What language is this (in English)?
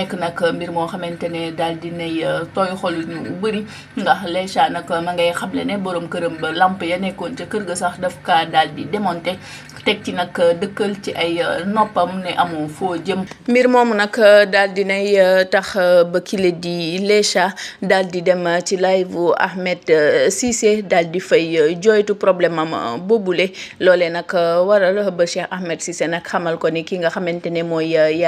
Wolof